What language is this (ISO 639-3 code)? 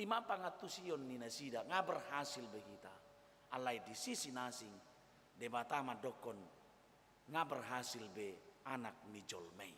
bbc